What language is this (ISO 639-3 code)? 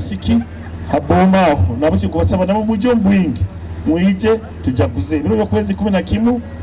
nyo